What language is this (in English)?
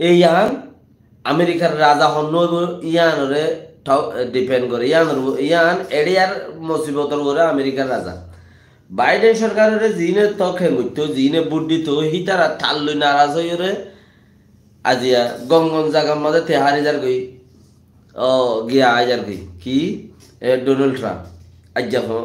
Rohingya